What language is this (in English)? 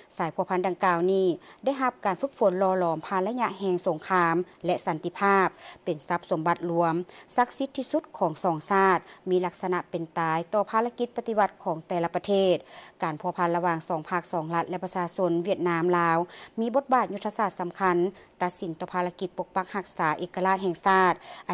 Lao